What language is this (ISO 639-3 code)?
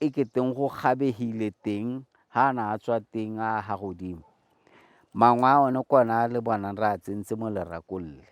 tsn